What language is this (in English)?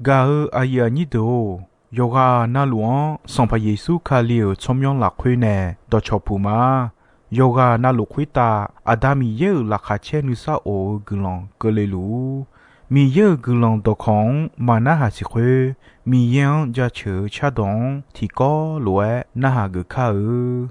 Akha